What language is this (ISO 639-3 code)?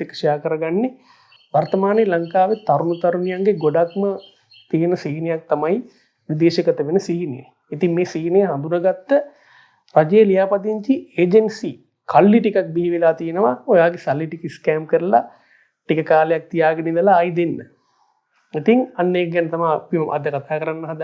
sin